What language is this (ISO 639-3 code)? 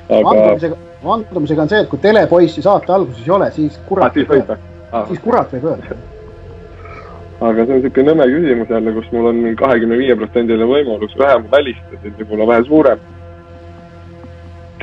est